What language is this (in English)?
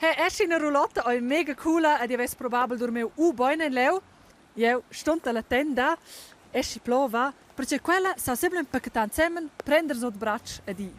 Romansh